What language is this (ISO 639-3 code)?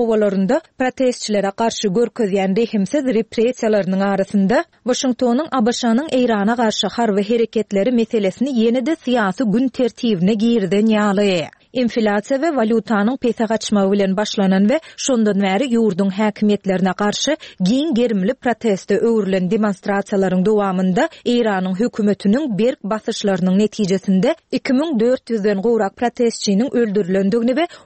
tuk